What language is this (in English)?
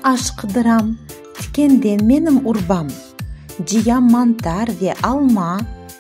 Crimean Tatar